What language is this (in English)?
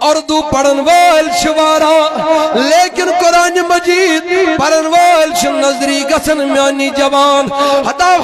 Kashmiri